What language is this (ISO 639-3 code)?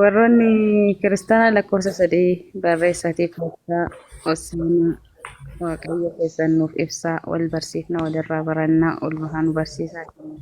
orm